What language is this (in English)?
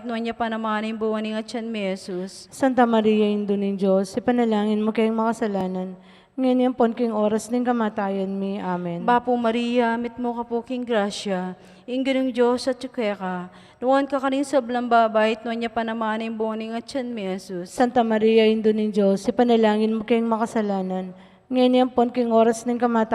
Pampanga